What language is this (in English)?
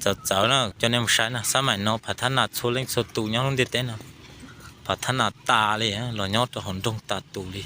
Hmong